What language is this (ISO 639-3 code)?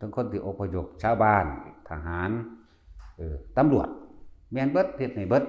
tts